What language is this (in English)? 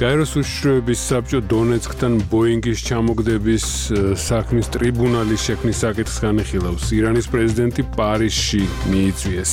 Georgian